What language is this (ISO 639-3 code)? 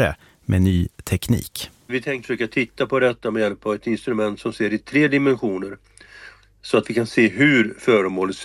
swe